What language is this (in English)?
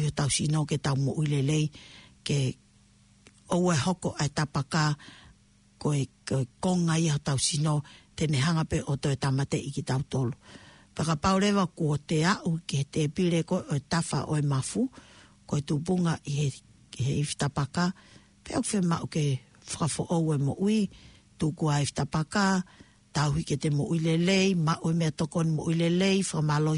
Tongan